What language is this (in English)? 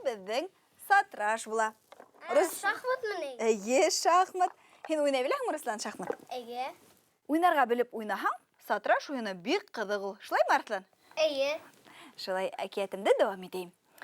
Bashkir